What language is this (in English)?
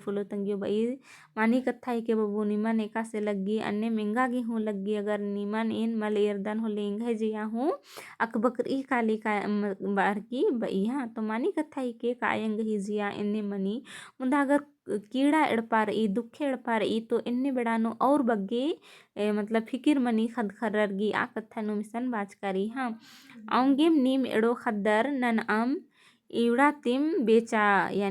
Kurukh